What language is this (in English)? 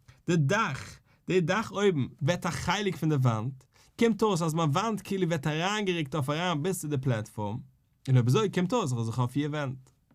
Yiddish